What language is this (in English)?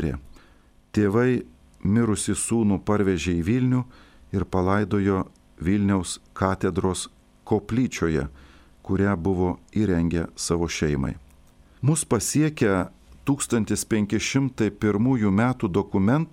Lithuanian